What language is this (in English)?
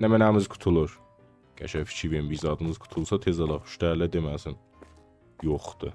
South Azerbaijani